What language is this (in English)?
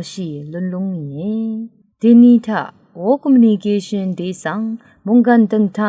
Rawang